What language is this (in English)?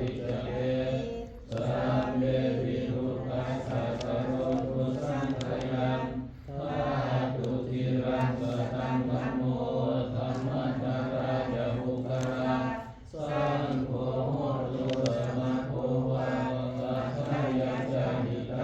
Pali